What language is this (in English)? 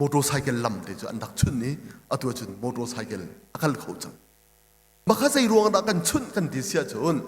Hakha Chin